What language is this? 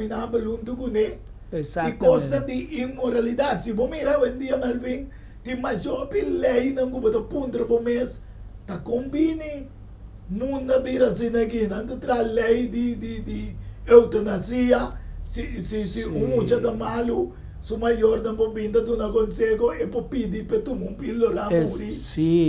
Papiamento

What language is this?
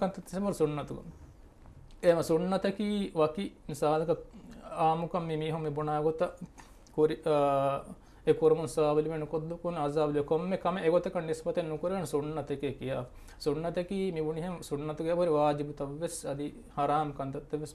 Divehi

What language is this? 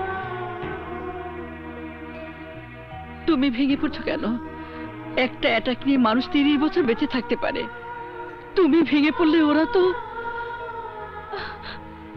Bangla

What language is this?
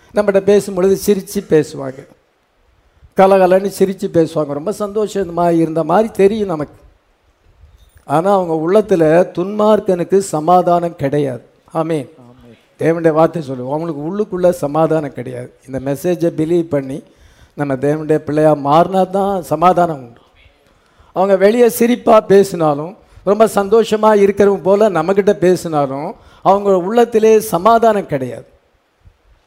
Tamil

